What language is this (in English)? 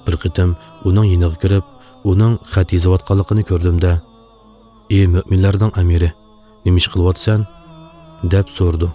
Uyghur